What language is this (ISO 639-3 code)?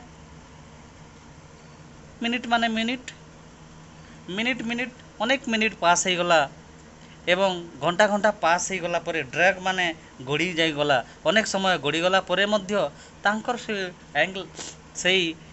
ori